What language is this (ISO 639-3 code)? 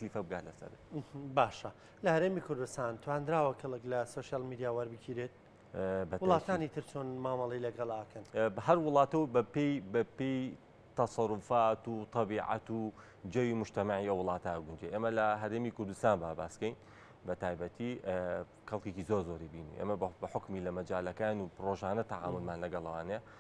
ckb